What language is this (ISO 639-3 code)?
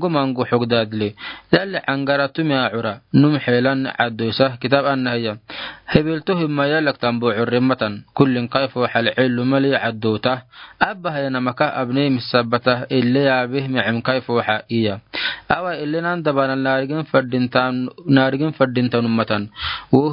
aar